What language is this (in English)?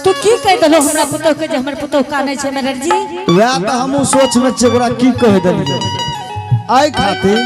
Angika